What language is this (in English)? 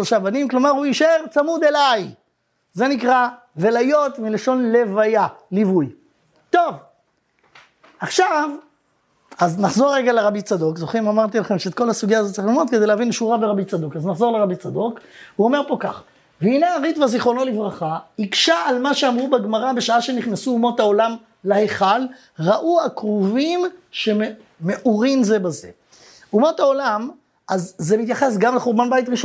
Hebrew